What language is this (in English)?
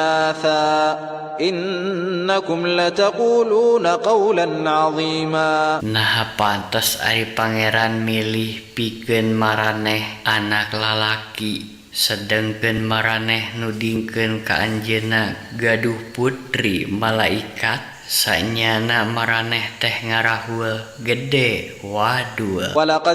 Sundanese